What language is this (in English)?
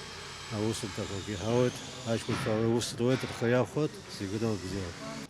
Abkhazian